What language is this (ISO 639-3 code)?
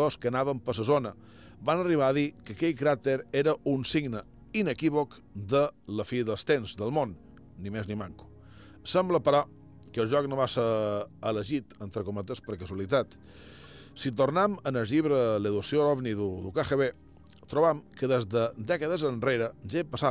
cat